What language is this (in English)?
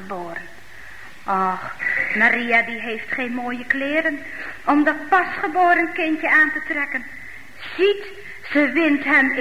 Dutch